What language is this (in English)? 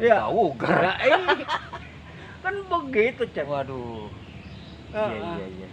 Betawi